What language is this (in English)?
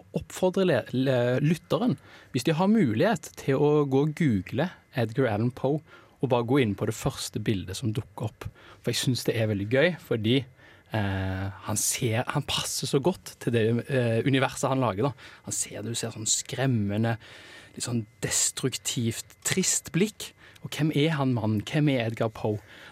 Norwegian